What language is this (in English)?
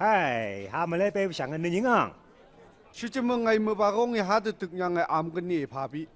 Phom Naga